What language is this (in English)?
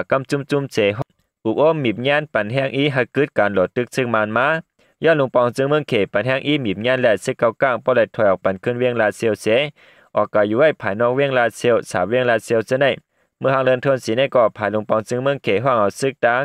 Shan